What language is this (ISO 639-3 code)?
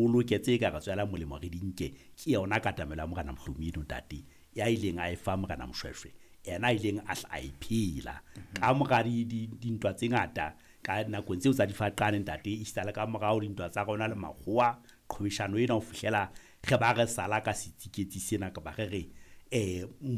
sot